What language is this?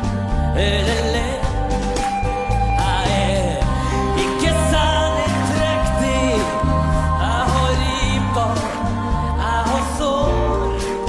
Norwegian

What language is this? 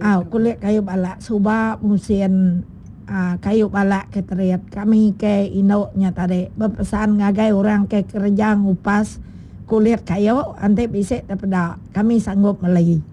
Iban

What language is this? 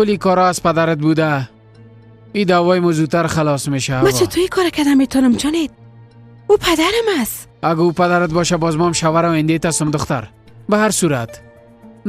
Persian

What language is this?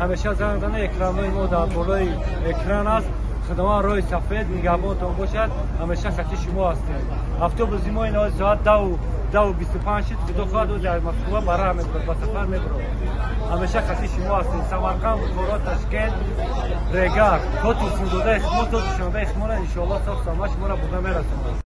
Tajik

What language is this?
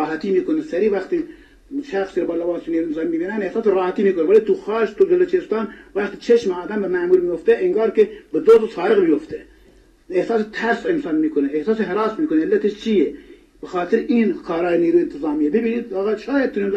Persian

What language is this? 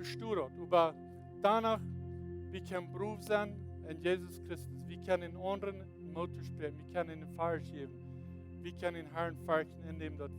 Plautdietsch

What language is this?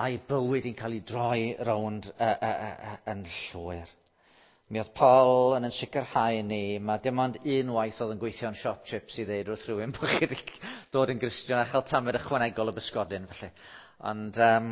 Welsh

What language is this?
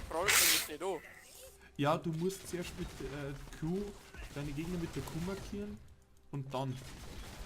Bavarian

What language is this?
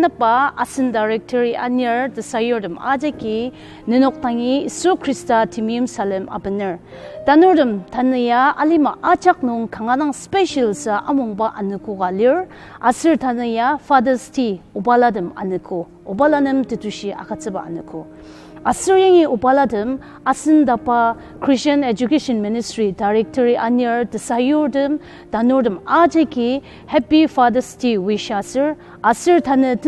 Ao Naga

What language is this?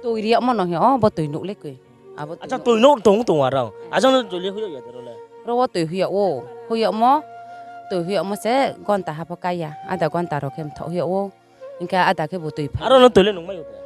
Riang (India)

